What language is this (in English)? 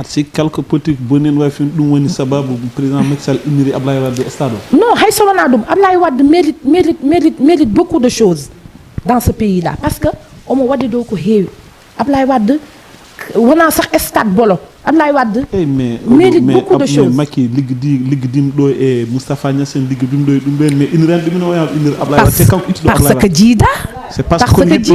Fula